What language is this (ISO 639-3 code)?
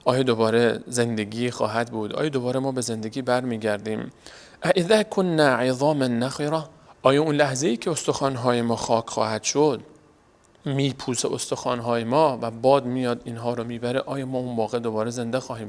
fas